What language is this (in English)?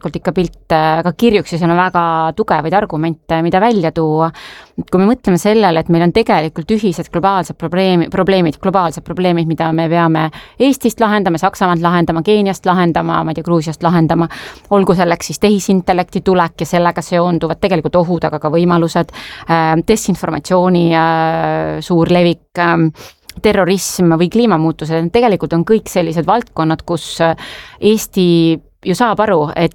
Estonian